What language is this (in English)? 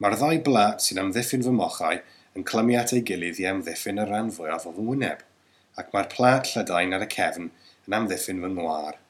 Welsh